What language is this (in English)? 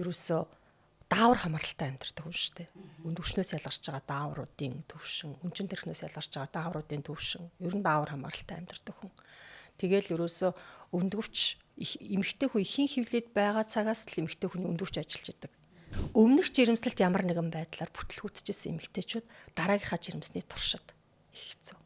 Mongolian